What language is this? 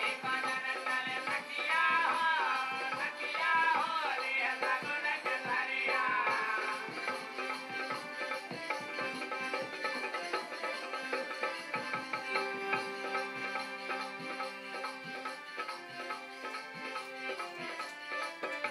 Bhojpuri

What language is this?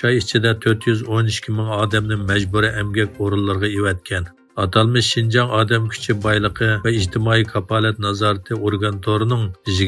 Uyghur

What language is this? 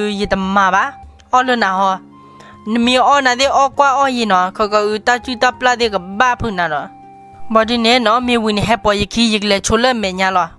S'gaw Karen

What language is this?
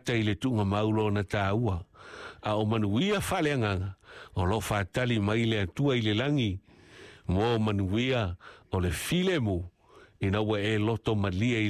Samoan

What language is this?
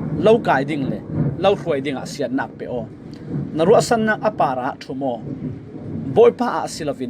Falam Chin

